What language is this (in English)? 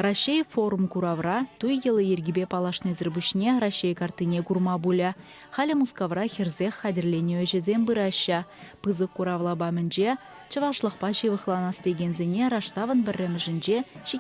Chuvash